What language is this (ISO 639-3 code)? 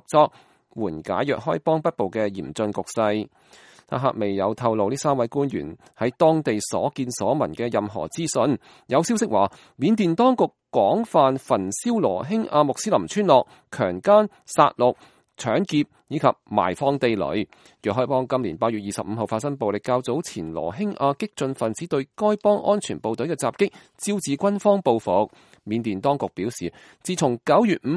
yue